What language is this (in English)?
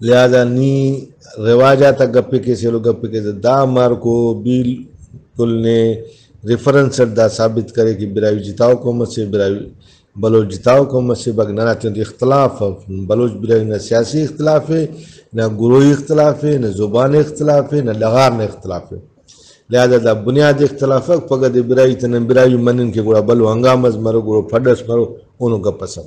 Brahui